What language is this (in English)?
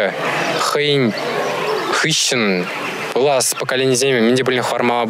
Chuvash